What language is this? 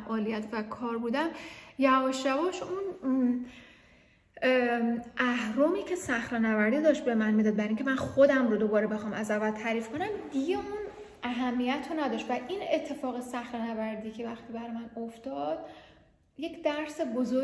Persian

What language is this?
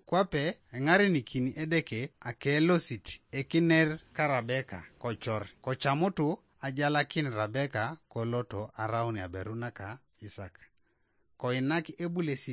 Teso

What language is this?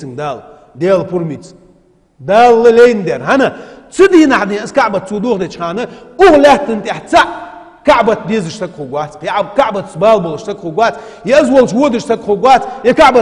Ingush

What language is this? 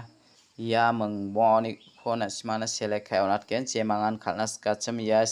Garo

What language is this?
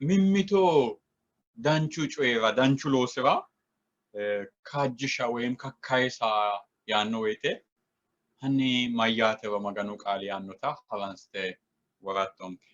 Sidamo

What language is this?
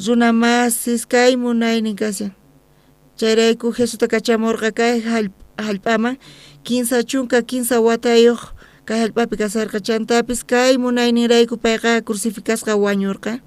South Bolivian Quechua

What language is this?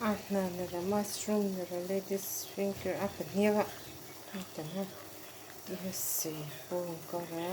Mizo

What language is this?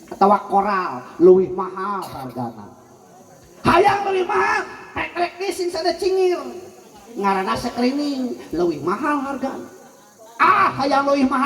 Sundanese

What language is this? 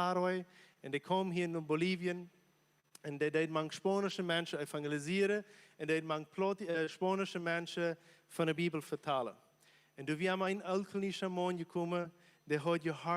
Plautdietsch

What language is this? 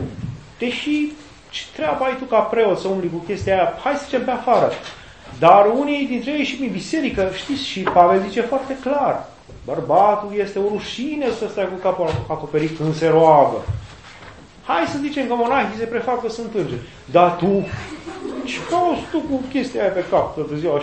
Romanian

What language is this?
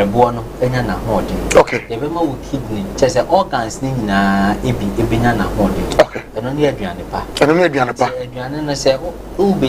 Akan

